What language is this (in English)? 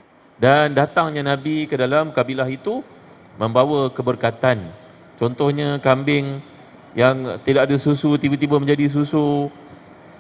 Malay